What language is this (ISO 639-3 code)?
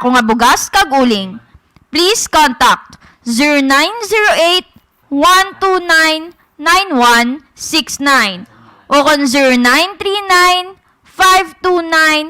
hil